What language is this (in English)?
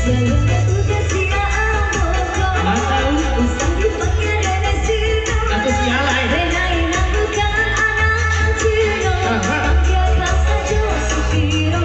Minangkabau